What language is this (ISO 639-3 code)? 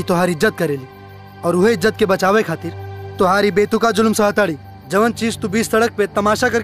bho